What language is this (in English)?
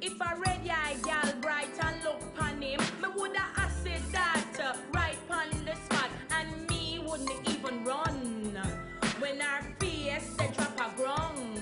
Jamaican Creole English